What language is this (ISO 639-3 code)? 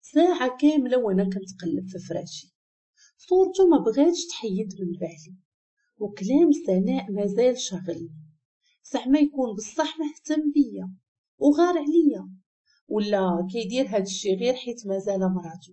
ary